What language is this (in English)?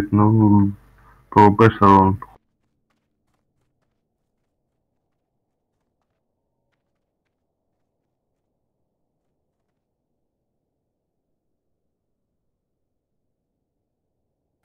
Russian